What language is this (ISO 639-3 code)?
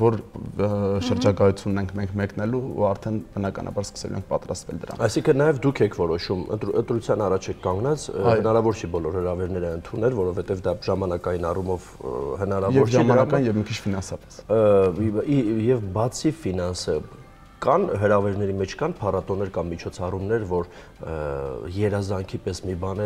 hye